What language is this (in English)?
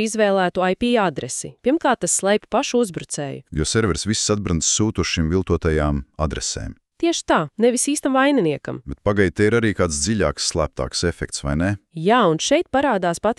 Latvian